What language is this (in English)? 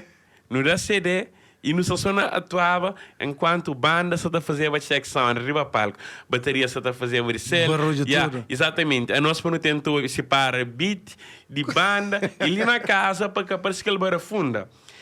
Kabuverdianu